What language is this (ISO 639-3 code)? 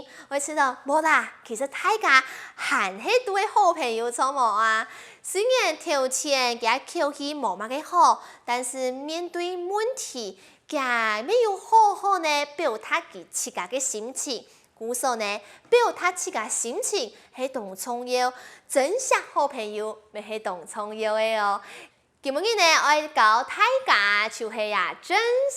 hak